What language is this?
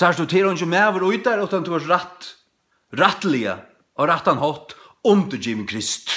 Faroese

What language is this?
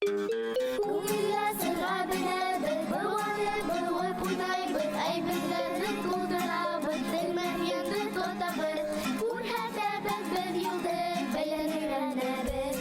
Bashkir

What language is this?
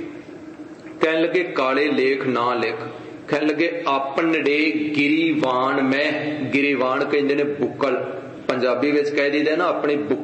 Punjabi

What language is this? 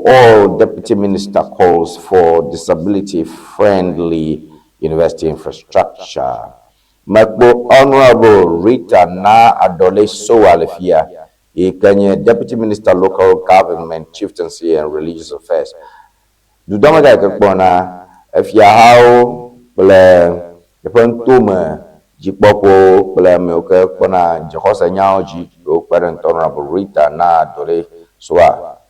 Ewe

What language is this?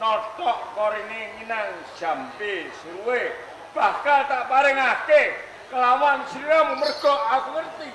Javanese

